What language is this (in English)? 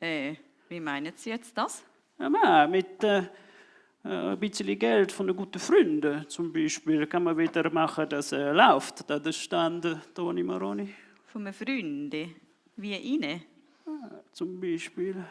Swiss German